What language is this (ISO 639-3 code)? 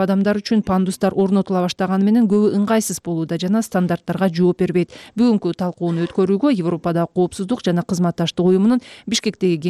kir